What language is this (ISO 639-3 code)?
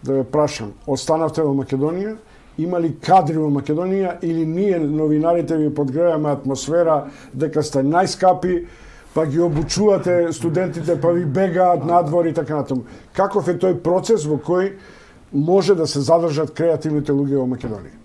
mkd